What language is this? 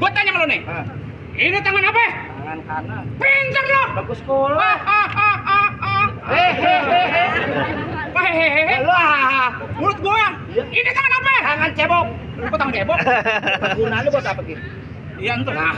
Betawi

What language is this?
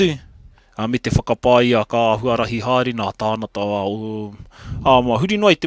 Māori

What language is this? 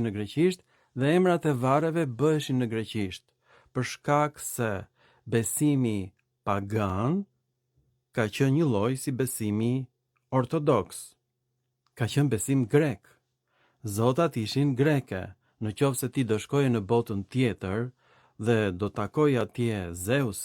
Albanian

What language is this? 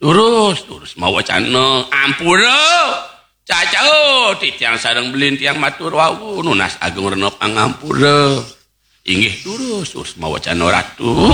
Balinese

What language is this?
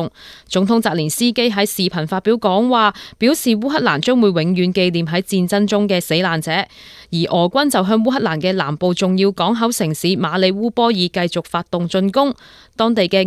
Cantonese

